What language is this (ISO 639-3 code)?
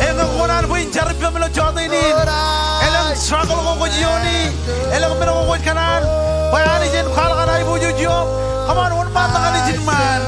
mah